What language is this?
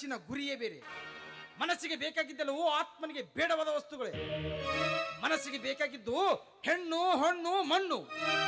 Kannada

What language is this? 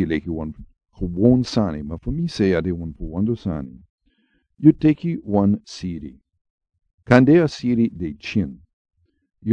Sranan Tongo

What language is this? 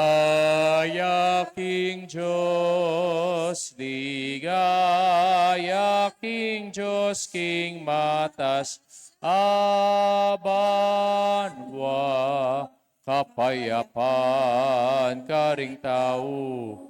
Pampanga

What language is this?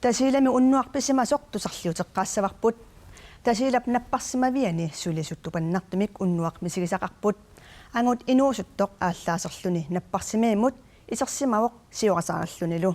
Kalaallisut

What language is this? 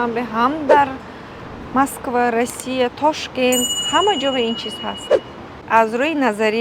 Tajik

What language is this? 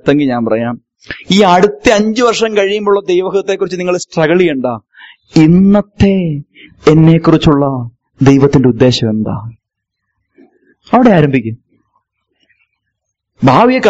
Malayalam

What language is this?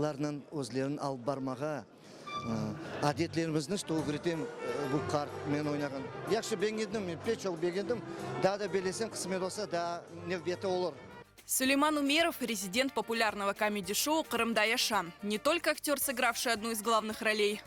Crimean Tatar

